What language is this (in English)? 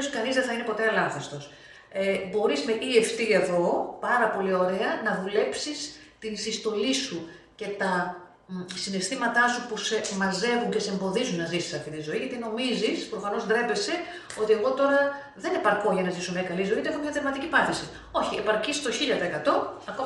Greek